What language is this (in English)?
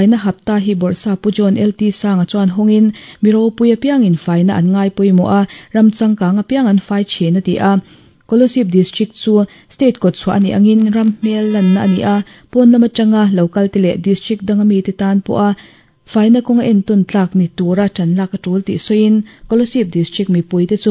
Mizo